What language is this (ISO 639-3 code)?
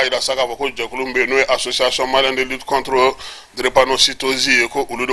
bam